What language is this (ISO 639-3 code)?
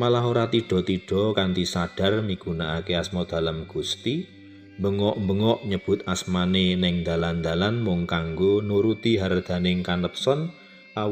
jav